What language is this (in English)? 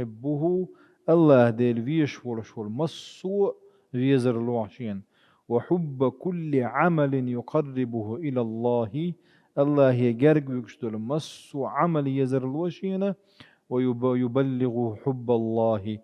Chechen